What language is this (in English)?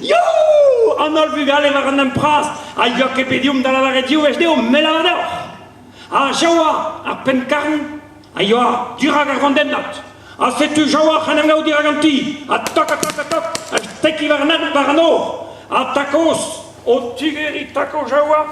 Breton